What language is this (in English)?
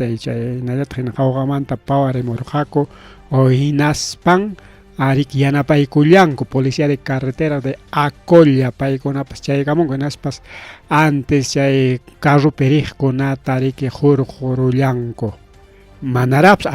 Ayacucho Quechua